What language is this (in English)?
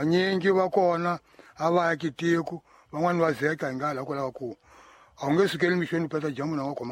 Tsonga